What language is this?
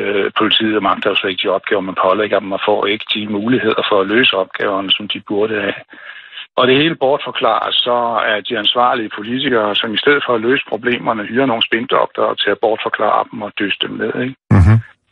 Danish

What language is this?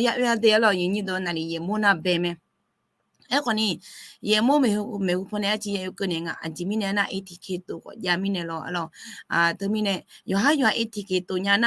Akha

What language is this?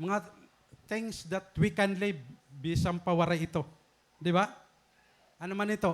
Waray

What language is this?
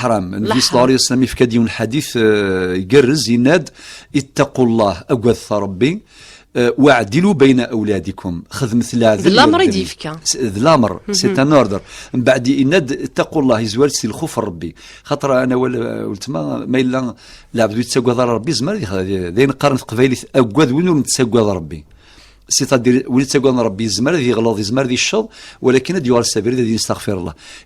Kabyle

